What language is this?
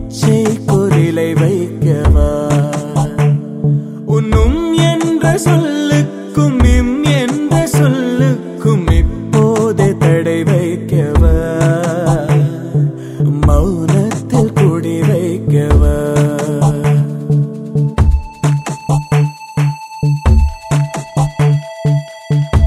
Tamil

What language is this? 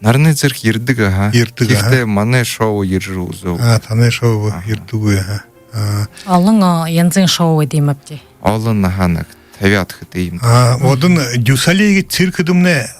Buriat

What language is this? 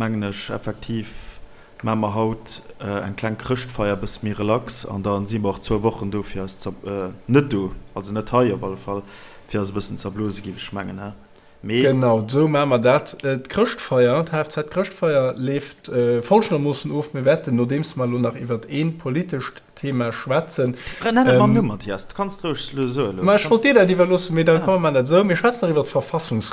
Luxembourgish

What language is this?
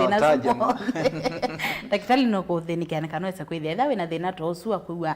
Kamba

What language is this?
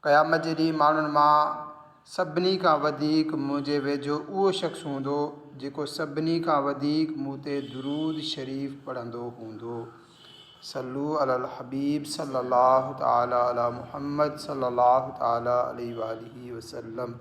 Sindhi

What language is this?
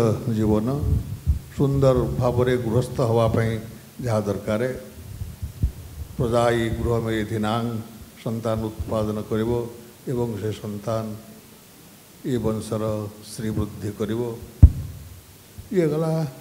Odia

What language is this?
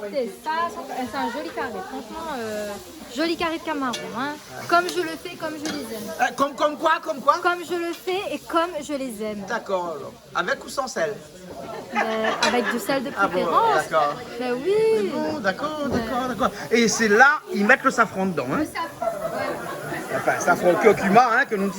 Réunion Creole French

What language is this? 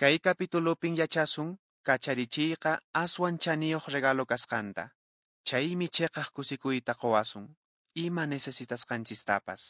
Quechua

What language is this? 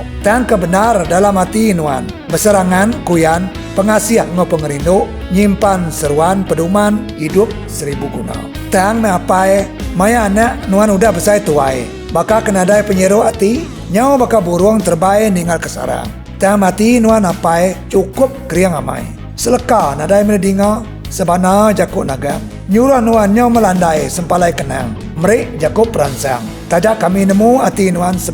Iban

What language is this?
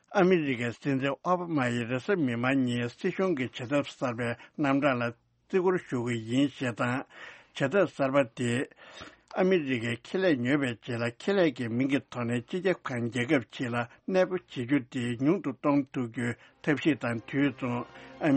Tibetan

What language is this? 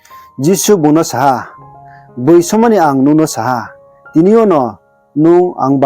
Riang (India)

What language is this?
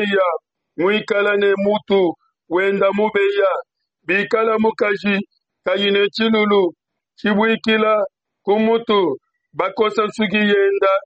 Luba-Lulua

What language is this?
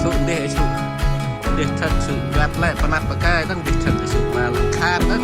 Central Mnong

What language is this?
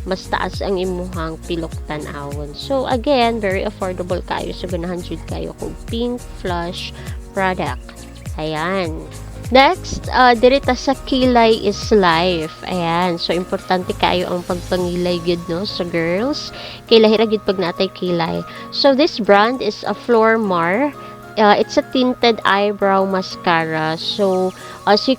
Cebuano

